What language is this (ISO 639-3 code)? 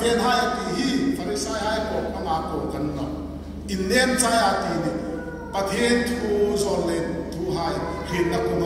hmr